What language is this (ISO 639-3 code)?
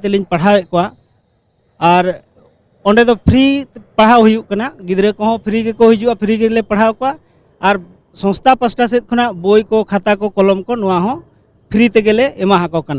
sat